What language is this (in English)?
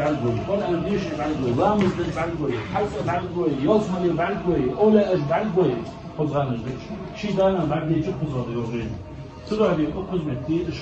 Ingush